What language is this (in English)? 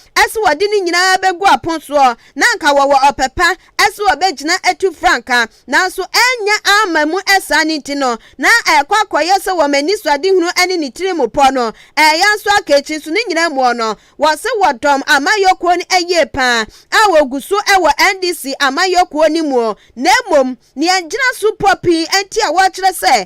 Akan